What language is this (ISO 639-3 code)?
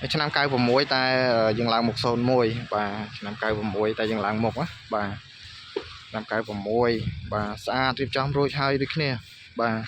khm